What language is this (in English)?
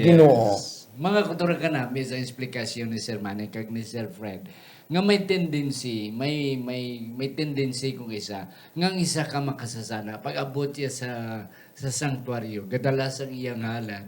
Hiligaynon